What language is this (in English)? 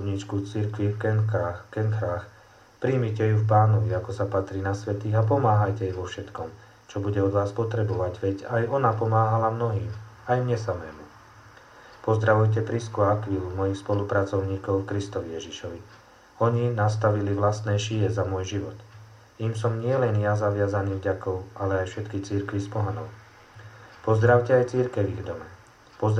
Slovak